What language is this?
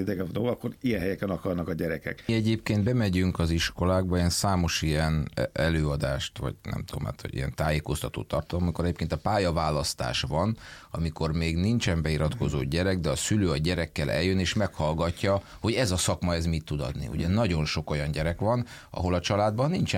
Hungarian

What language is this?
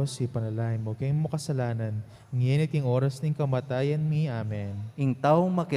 Pampanga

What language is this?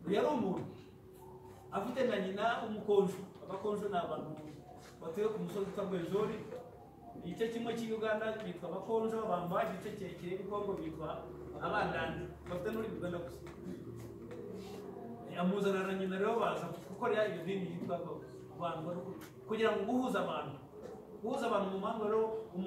Kinyarwanda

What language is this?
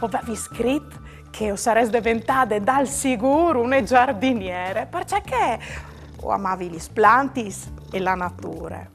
Friulian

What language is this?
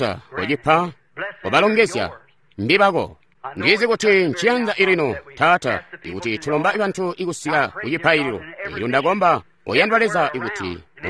Tonga (Zambia)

